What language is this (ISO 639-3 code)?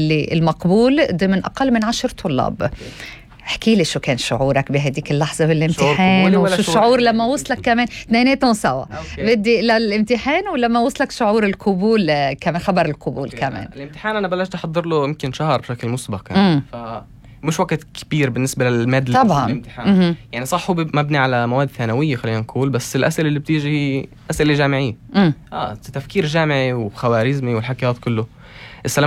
apc